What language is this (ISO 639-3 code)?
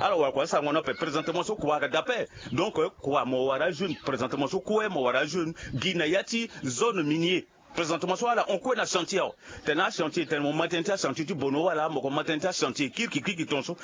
sag